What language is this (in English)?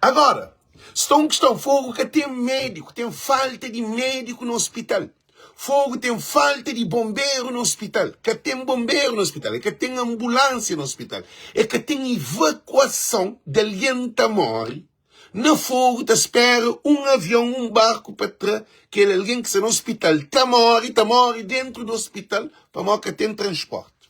Kabuverdianu